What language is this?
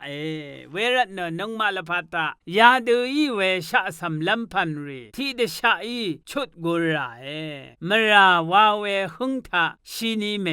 Rawang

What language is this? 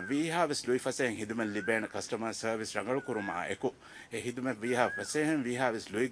Divehi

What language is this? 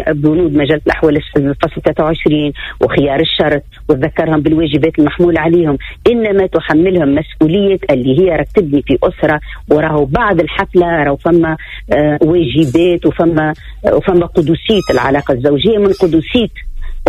Tunisian Arabic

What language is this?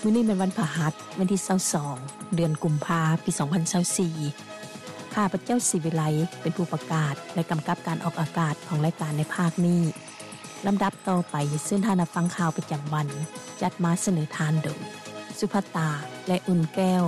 Lao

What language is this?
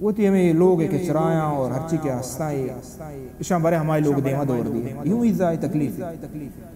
Baluchi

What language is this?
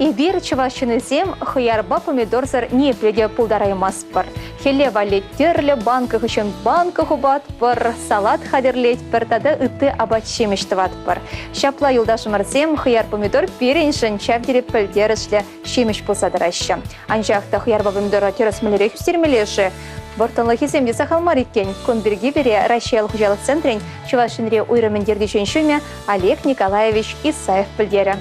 Chuvash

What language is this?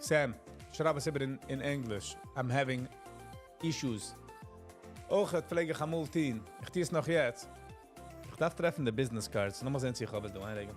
Yiddish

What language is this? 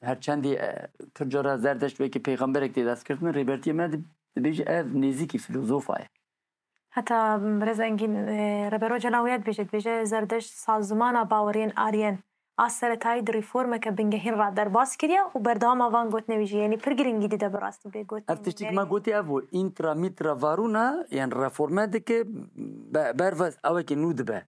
Kurdish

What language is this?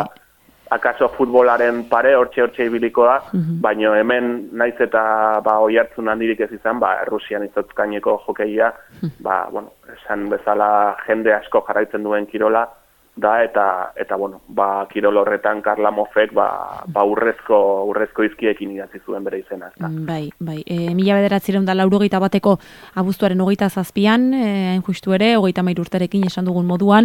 Basque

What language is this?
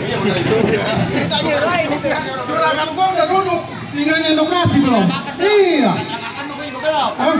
Betawi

